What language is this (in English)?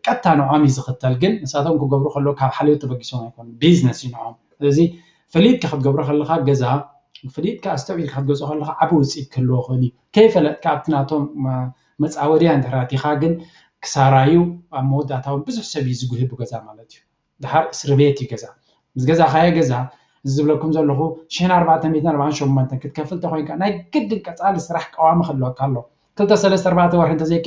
Tigrinya